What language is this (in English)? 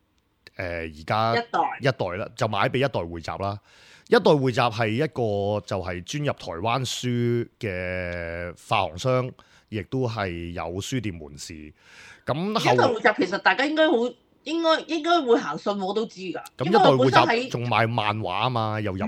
Cantonese